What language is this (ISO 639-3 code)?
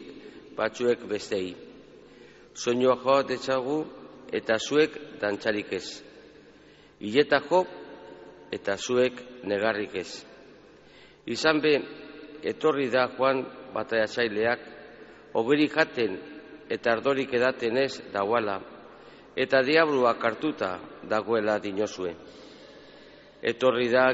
eus